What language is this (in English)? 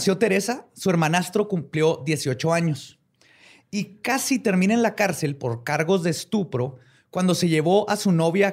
Spanish